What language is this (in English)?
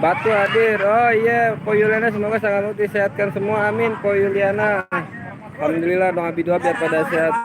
Betawi